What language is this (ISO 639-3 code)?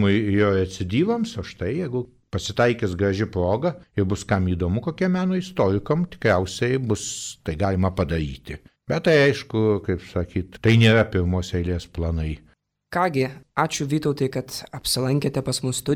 lit